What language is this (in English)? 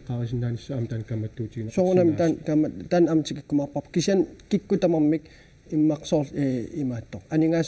Kalaallisut